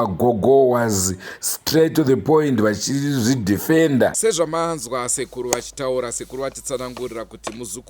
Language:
Shona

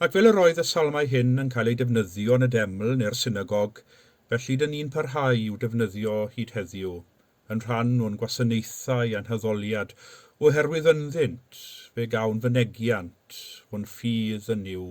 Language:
Welsh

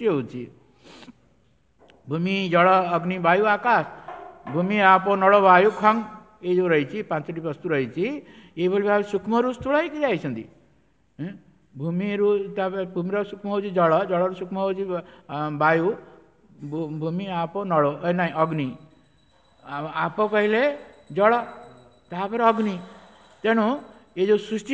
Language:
Odia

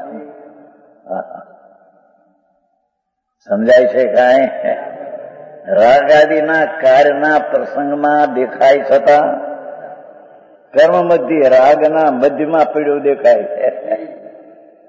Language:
Gujarati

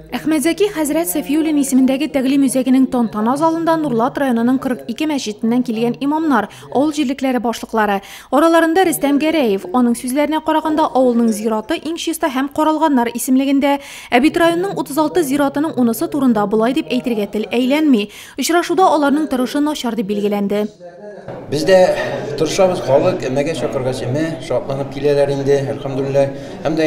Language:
Tatar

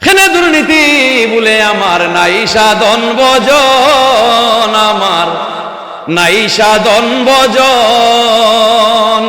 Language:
Sylheti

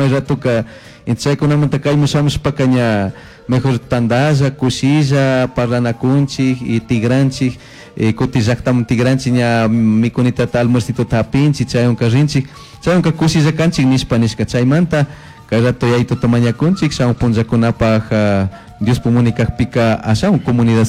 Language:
Chimborazo Highland Quichua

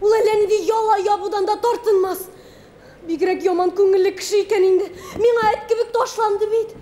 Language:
Tatar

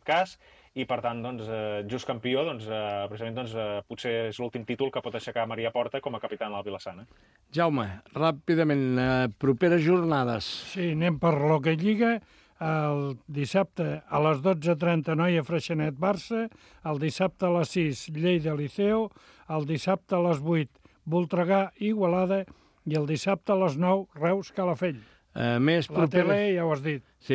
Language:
Catalan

